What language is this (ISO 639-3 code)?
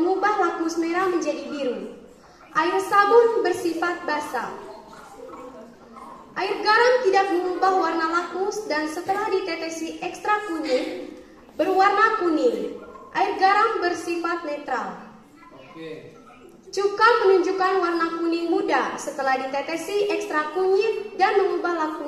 ind